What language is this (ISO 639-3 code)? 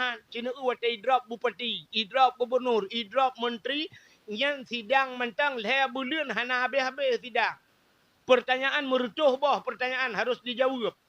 ace